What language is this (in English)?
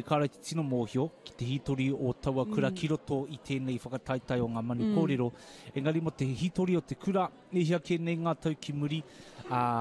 Māori